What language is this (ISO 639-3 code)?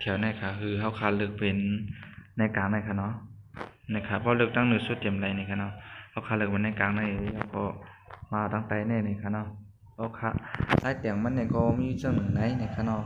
shn